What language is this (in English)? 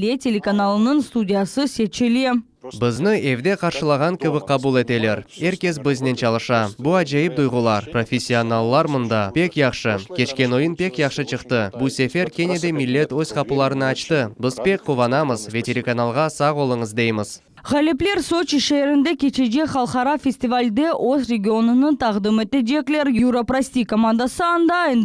Crimean Tatar